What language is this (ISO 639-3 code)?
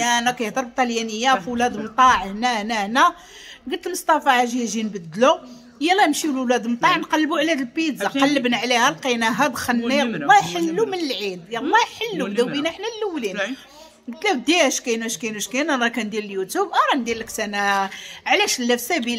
ary